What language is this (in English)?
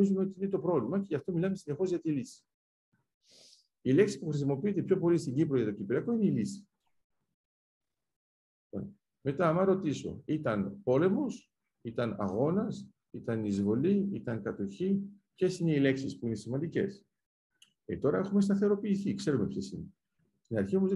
Greek